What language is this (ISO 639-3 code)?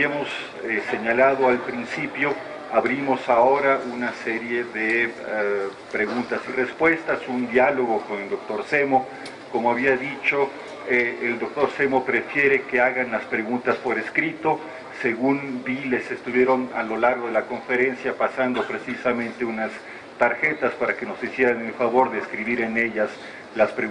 spa